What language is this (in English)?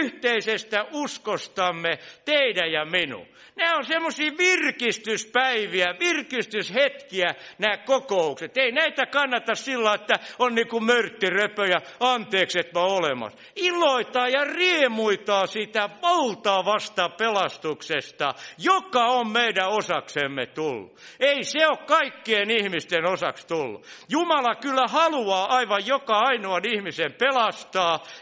Finnish